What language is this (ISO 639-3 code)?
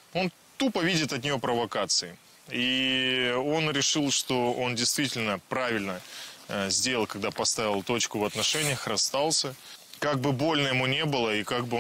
rus